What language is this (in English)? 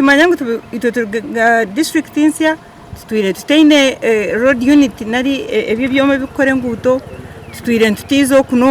Nyankole